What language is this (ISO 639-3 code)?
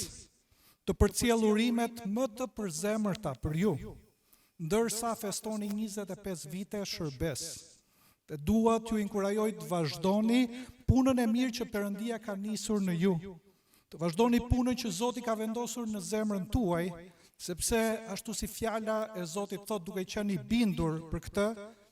sqi